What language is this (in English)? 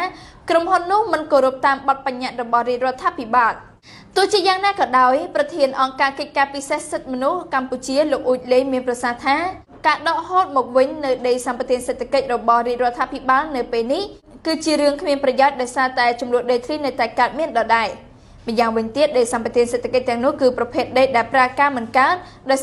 Khmer